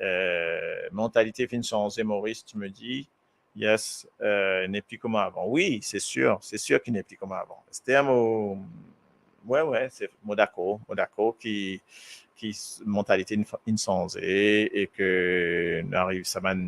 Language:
Morisyen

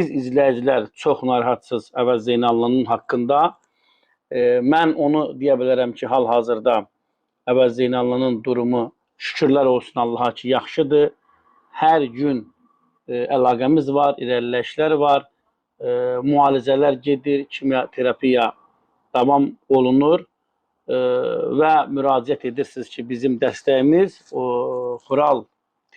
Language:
Azerbaijani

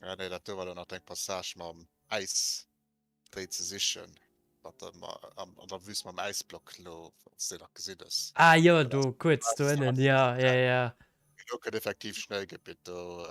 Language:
Luxembourgish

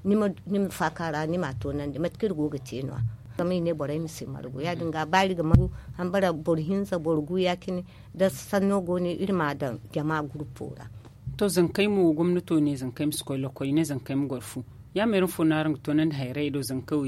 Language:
Zarma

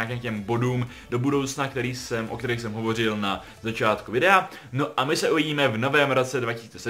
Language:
Czech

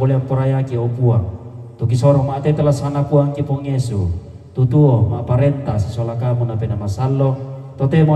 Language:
Toraja-Sa'dan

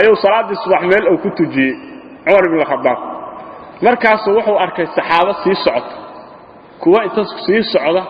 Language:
Somali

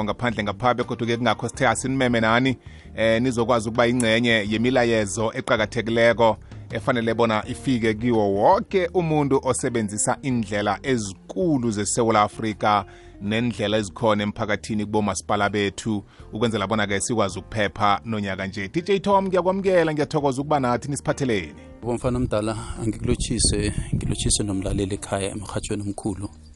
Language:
South Ndebele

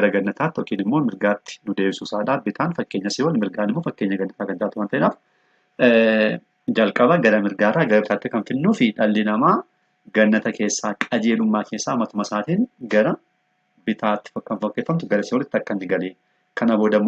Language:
Oromo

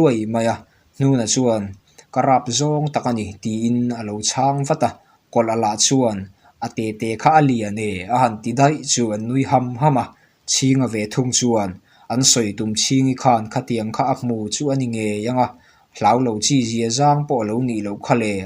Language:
Mizo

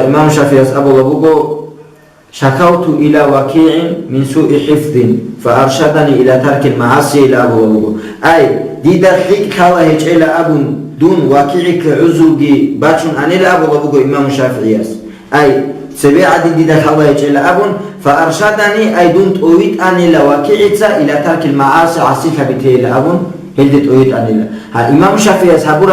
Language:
Avaric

